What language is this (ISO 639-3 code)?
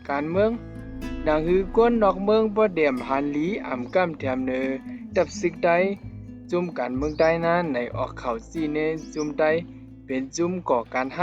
shn